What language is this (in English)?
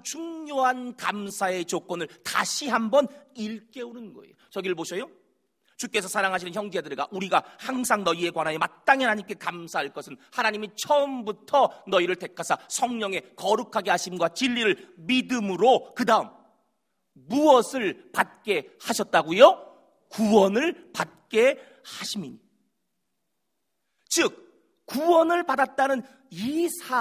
Korean